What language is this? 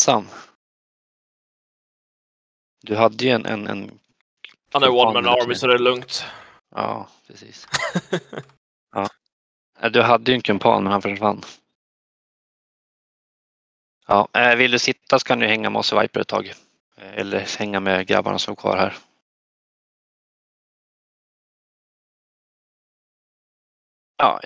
Swedish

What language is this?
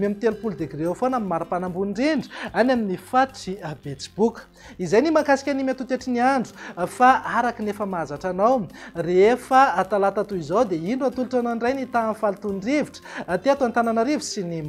Malagasy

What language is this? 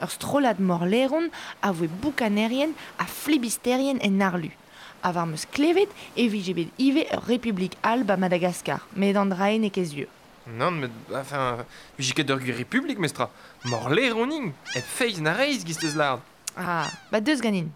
Breton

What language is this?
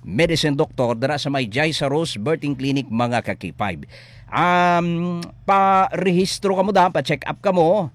Hiligaynon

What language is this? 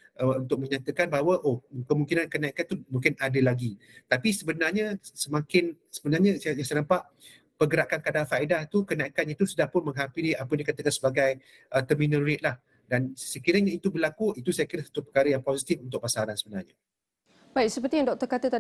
Malay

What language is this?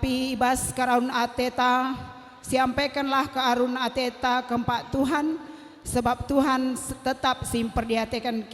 Batak Karo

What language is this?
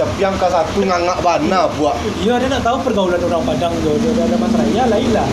Minangkabau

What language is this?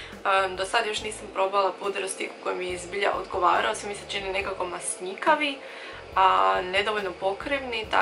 Croatian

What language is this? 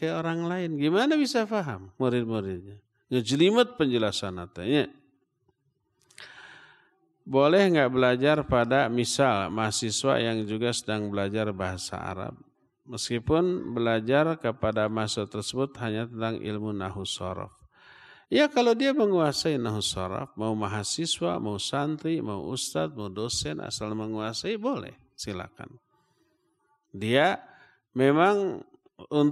Indonesian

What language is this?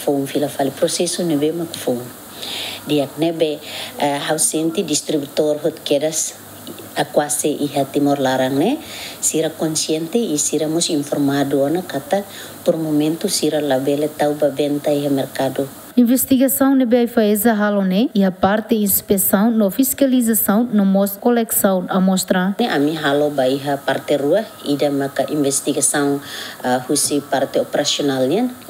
Tetum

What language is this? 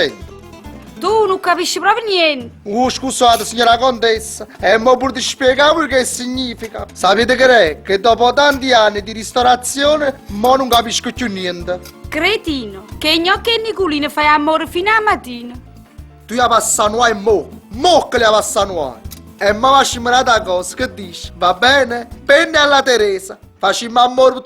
Neapolitan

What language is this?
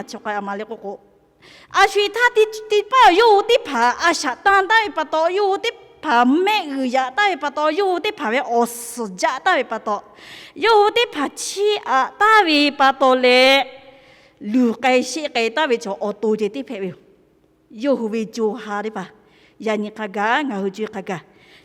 Lahu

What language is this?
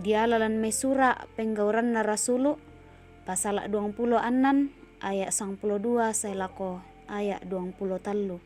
Toraja-Sa'dan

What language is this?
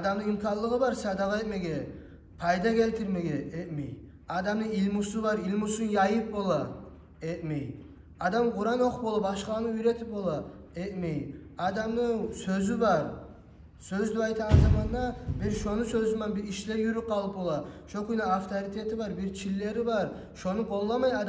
Kumyk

